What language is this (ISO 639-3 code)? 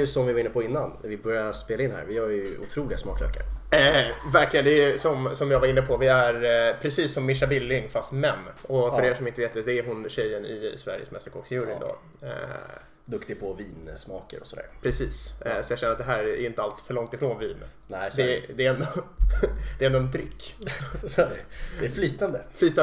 swe